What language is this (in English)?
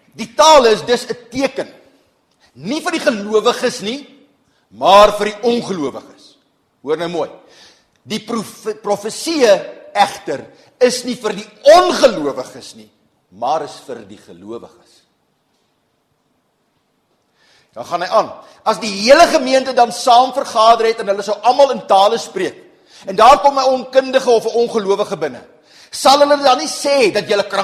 Afrikaans